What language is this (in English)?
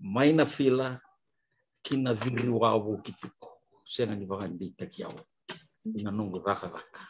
Fijian